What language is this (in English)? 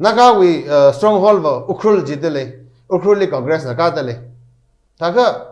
Tangkhul Naga (India)